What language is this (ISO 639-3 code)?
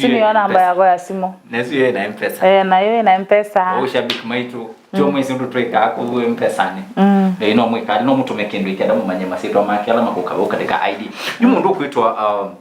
kam